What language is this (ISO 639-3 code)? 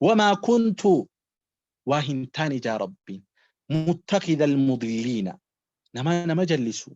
orm